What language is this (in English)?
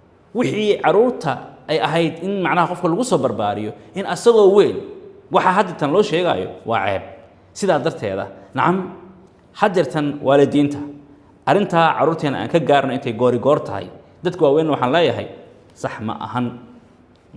Somali